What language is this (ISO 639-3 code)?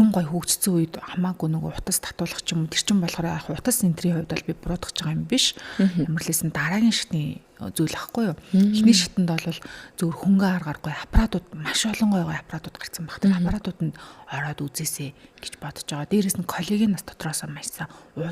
mon